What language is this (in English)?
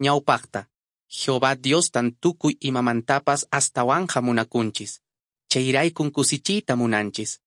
Quechua